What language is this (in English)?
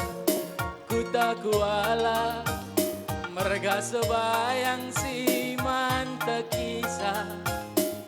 Batak Karo